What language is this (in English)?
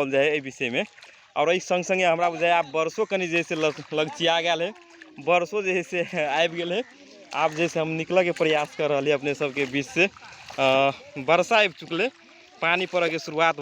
Magahi